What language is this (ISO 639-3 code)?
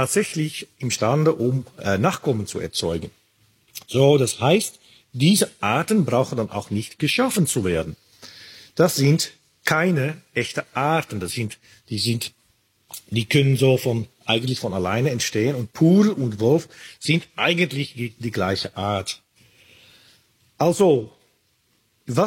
deu